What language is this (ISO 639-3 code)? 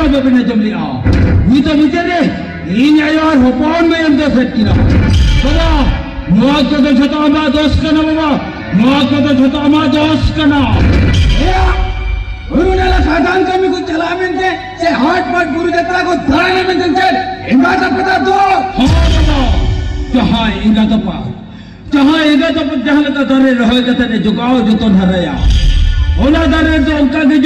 sat